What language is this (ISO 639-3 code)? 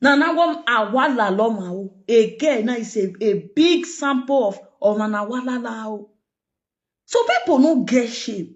pcm